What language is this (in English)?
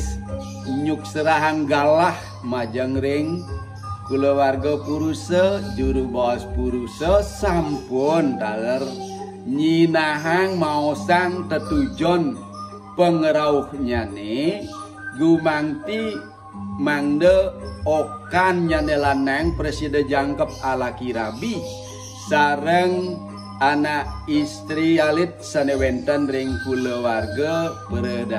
Balinese